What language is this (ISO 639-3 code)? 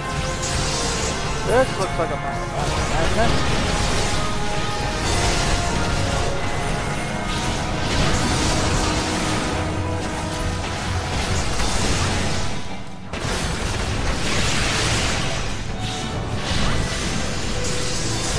eng